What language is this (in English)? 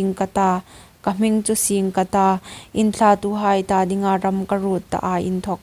Hmar